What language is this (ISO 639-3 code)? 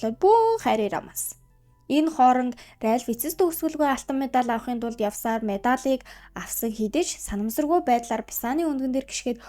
mon